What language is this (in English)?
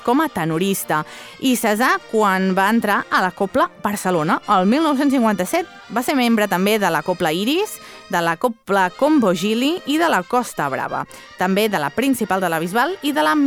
Catalan